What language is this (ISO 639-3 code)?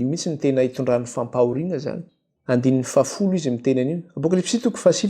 mlg